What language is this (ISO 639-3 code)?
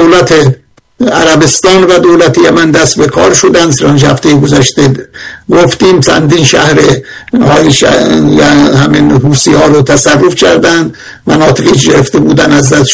fas